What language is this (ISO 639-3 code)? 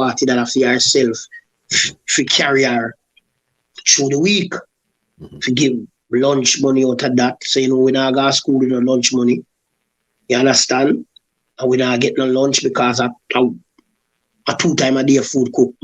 jam